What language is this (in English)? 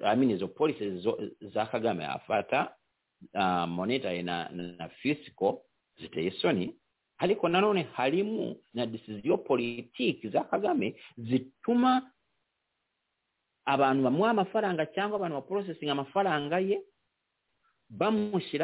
Kinyarwanda